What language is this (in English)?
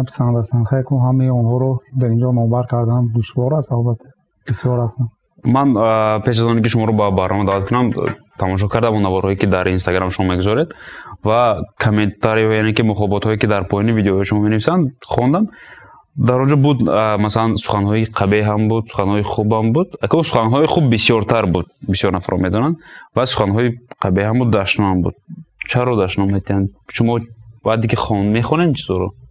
Tajik